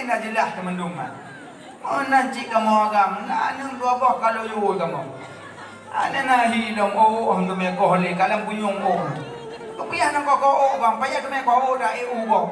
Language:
Achinese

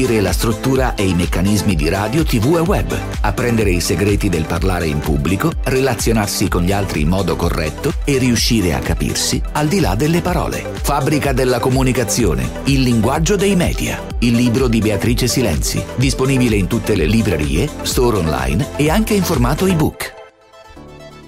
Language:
Italian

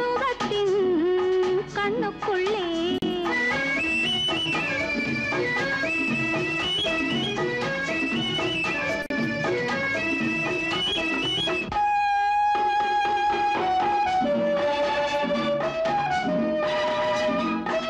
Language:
Tamil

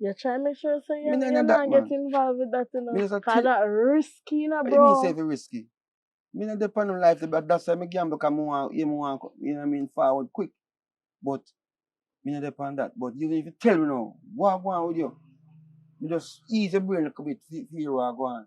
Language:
Jamaican Creole English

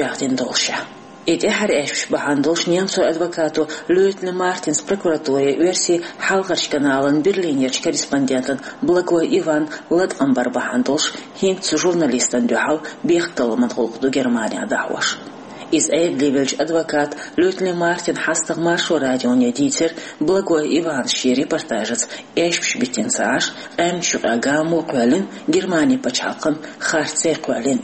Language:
Chechen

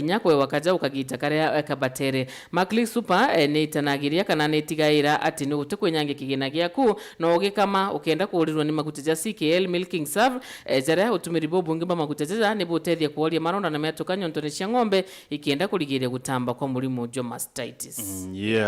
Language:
Meru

